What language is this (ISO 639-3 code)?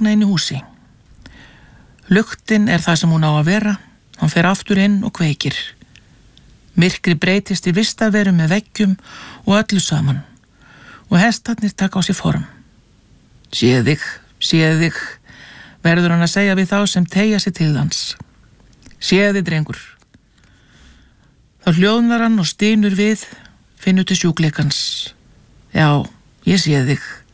isl